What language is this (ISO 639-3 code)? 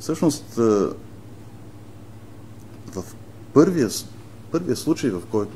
bul